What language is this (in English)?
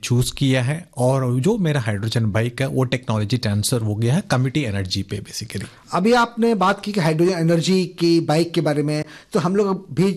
Hindi